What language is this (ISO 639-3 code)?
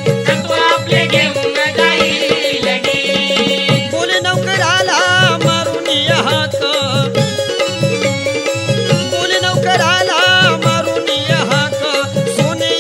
mar